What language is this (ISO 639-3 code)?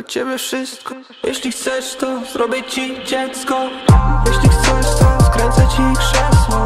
pol